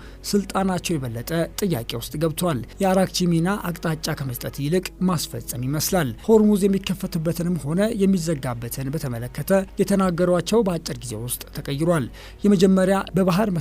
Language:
Amharic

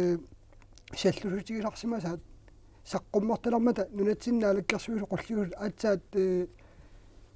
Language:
Kalaallisut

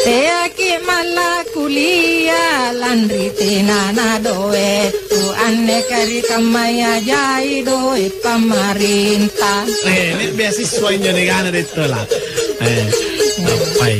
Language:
Makasar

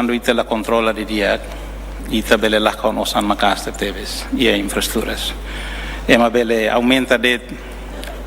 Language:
Tetum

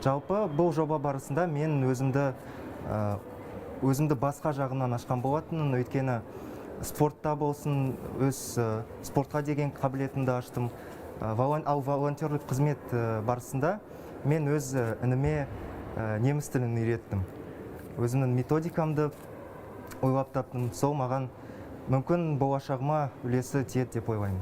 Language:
Kazakh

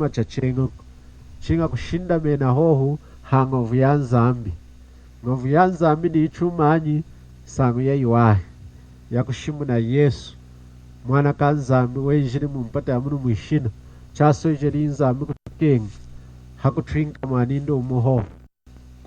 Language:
Lunda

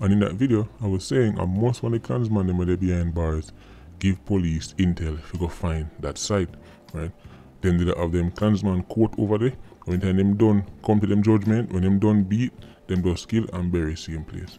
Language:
Jamaican Creole English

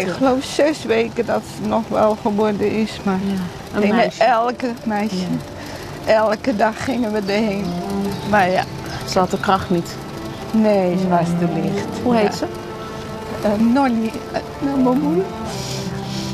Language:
Dutch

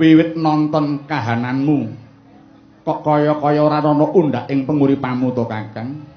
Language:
Javanese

